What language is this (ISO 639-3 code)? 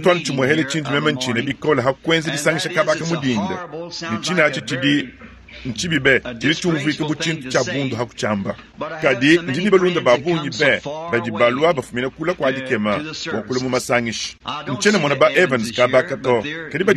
lua